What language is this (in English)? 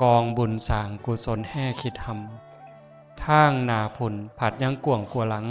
Northeastern Thai